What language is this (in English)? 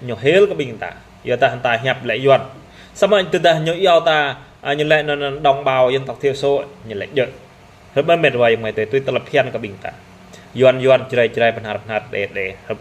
Jarai